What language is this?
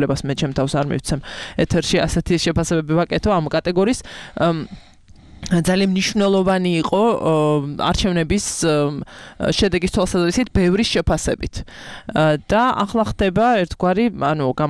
Georgian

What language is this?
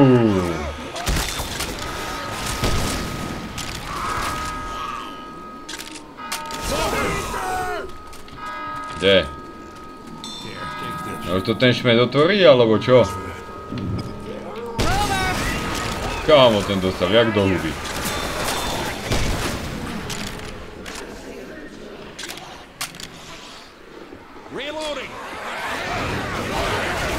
Slovak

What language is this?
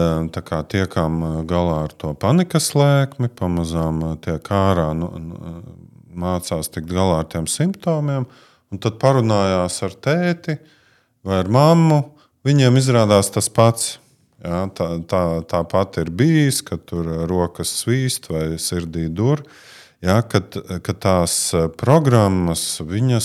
Latvian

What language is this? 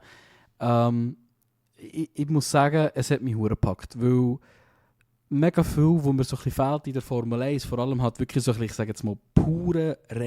Swiss German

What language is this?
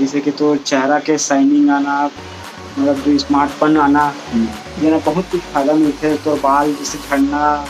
Chhattisgarhi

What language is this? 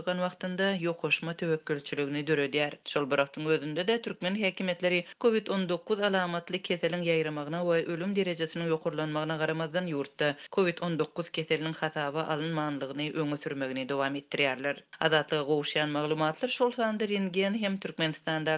Turkmen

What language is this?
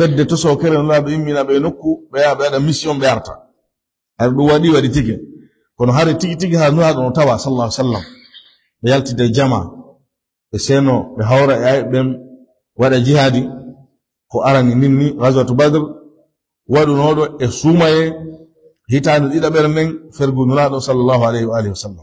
Fula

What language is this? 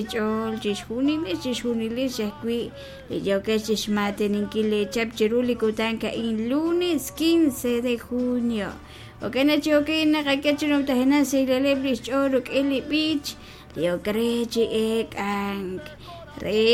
Kekchí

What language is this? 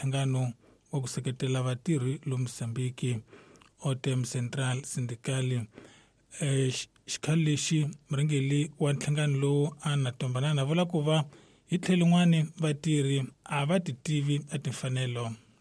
Tsonga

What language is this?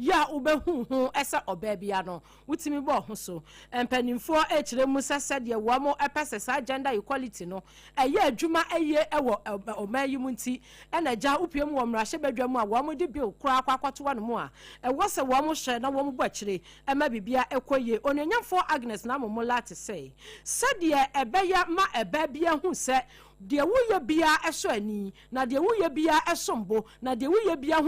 Akan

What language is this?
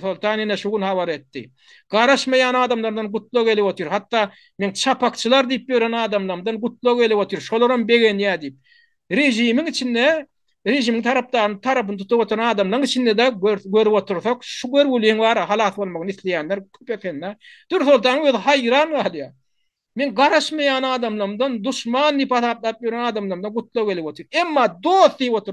Turkmen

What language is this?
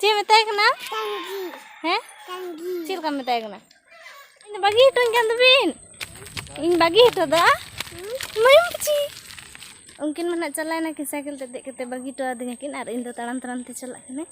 Santali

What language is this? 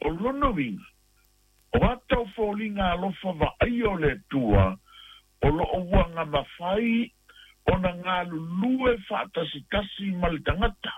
Samoan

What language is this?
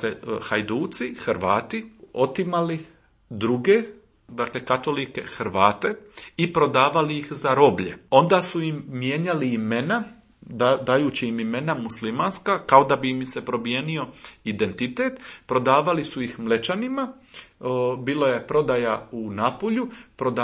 Croatian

